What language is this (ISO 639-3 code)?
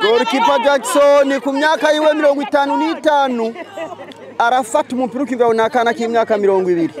run